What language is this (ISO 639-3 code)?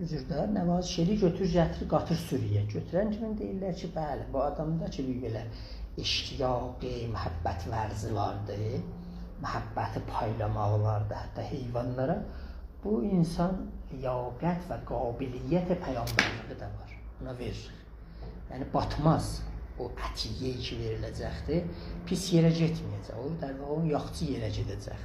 azb